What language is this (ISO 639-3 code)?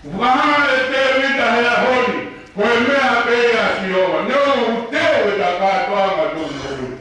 ton